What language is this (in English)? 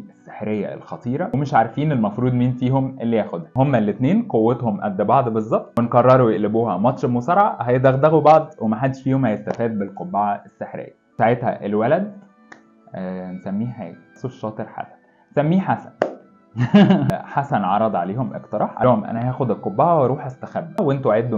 Egyptian Arabic